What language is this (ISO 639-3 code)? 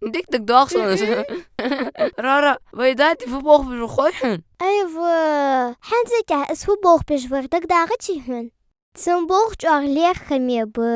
inh